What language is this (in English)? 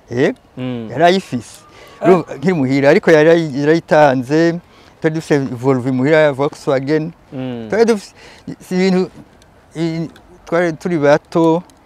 Rundi